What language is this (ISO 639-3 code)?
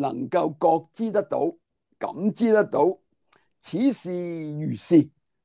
yue